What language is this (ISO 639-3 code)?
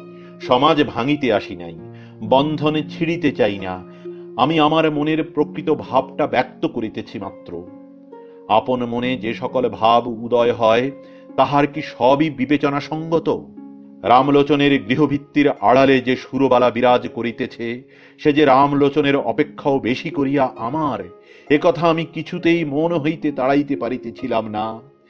ben